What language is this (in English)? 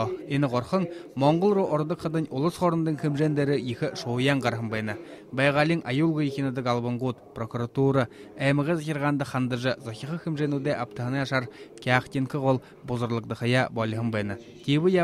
Buriat